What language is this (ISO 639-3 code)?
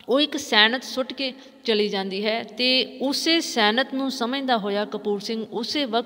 pan